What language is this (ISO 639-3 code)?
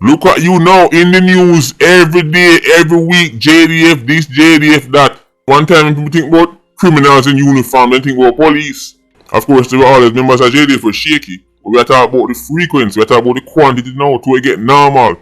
jam